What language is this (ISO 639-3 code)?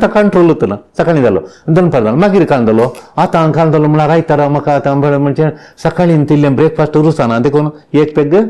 kok